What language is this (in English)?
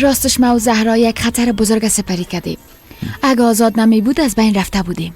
Persian